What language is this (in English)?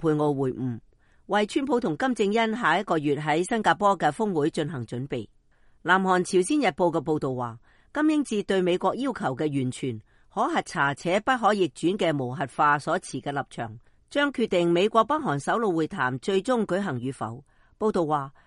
Cantonese